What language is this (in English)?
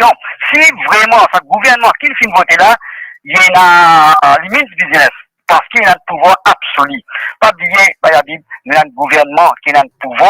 Morisyen